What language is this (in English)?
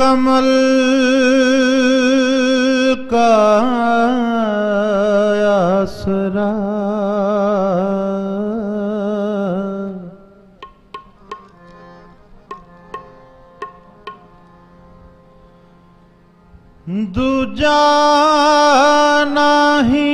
Punjabi